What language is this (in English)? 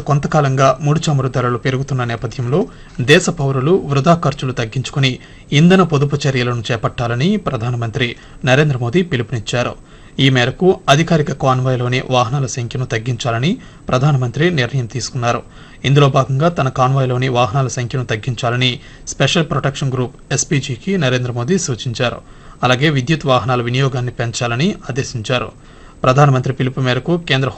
Telugu